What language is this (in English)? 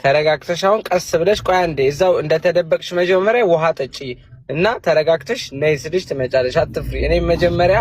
Amharic